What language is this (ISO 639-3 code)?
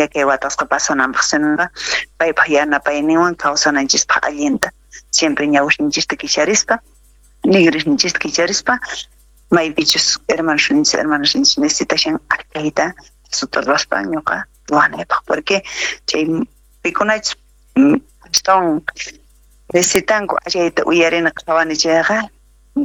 quh